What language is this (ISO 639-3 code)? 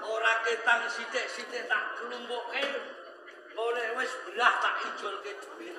jav